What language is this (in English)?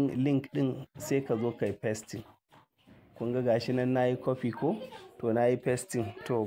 Hausa